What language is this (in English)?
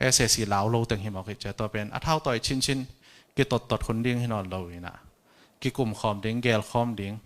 Tedim Chin